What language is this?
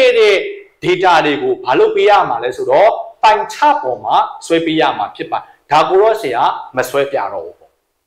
Burmese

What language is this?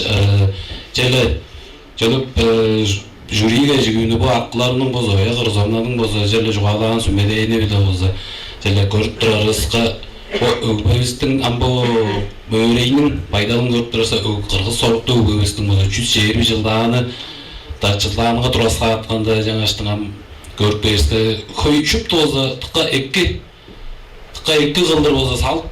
Tuvinian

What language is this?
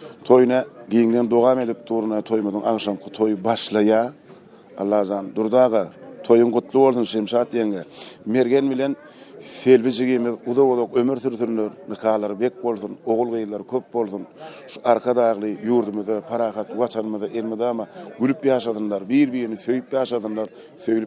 Turkmen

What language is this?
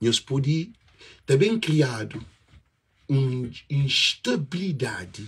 Kabuverdianu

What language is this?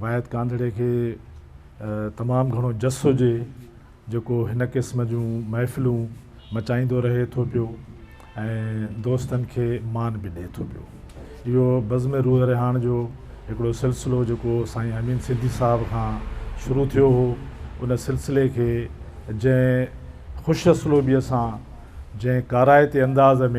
Sindhi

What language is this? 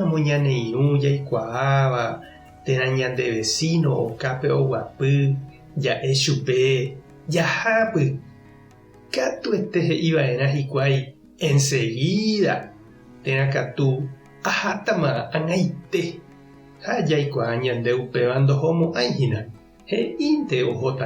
Guarani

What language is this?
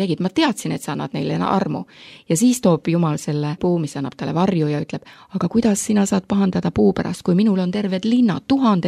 Estonian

